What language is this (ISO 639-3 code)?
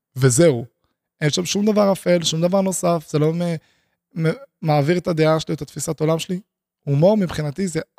heb